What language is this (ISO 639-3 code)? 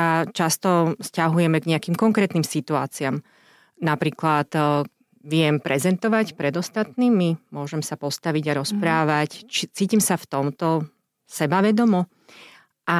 slk